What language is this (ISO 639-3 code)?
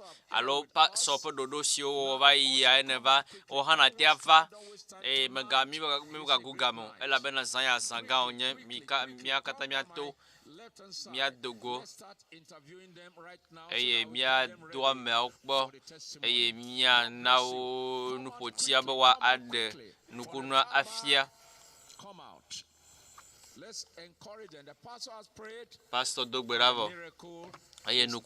ewe